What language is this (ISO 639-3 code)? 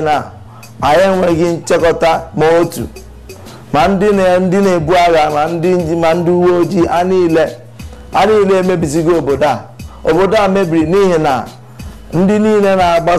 ibo